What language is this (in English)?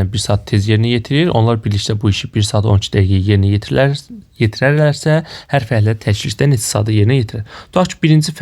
Azerbaijani